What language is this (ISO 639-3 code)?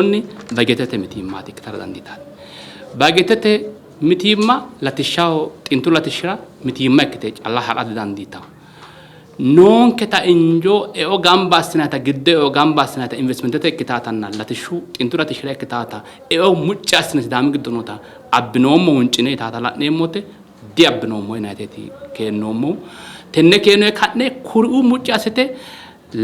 sid